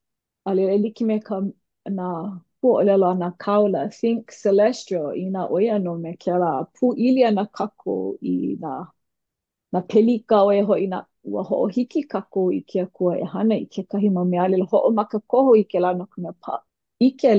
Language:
Hawaiian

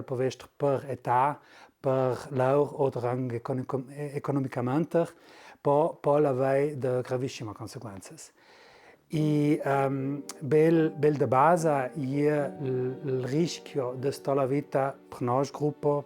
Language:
Ladin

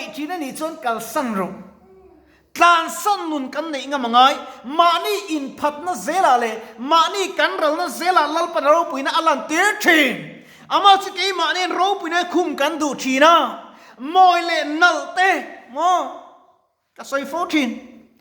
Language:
Mizo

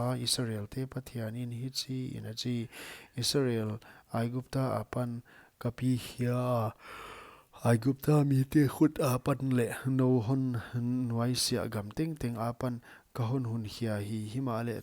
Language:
Paite Chin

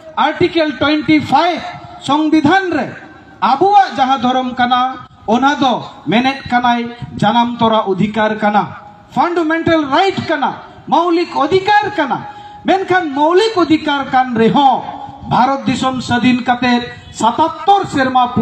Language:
Santali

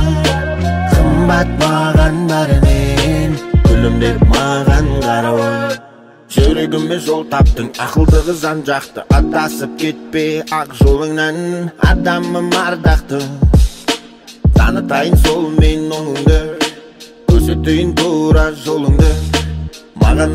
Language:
Kazakh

